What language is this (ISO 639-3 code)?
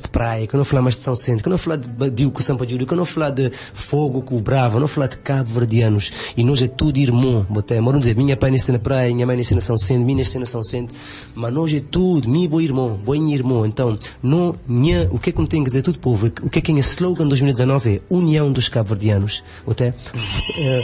kea